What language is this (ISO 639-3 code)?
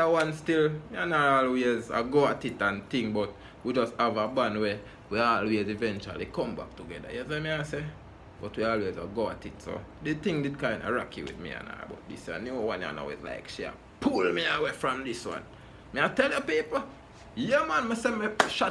jam